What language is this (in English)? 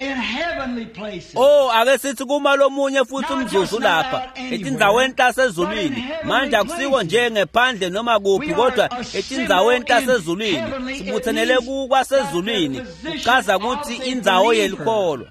Swati